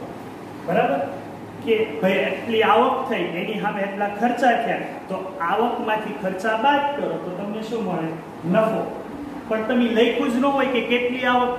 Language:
Gujarati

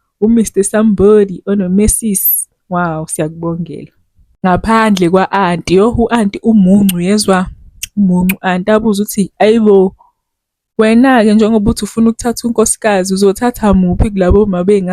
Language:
Zulu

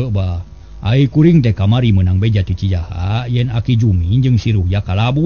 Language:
Sundanese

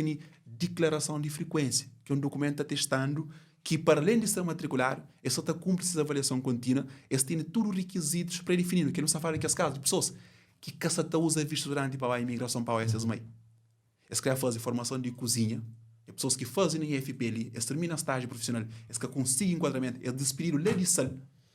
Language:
Kabuverdianu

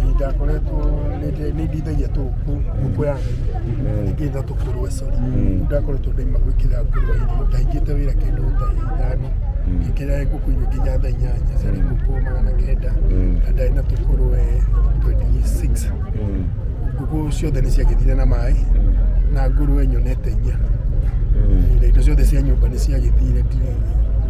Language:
Kikuyu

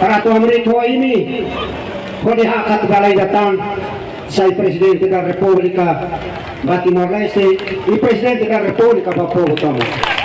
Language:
Tetum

